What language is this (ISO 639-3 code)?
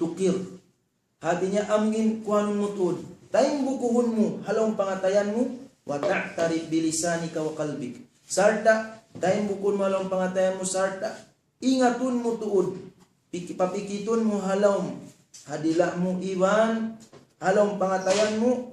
tsg